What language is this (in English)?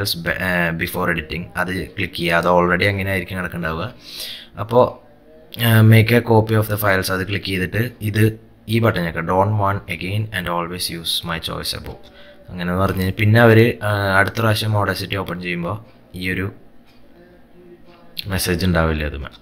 Malayalam